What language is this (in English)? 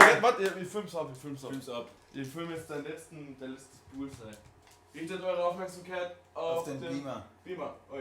Bavarian